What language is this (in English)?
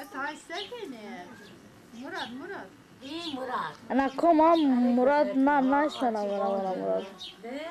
Zaza